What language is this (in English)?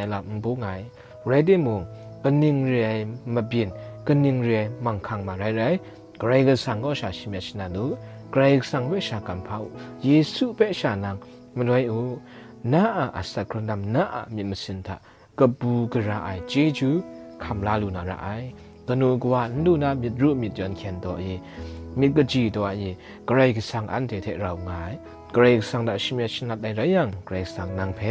Kachin